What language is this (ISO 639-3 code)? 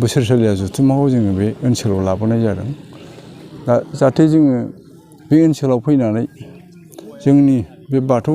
brx